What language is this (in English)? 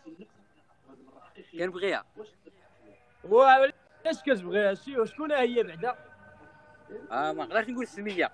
Moroccan Arabic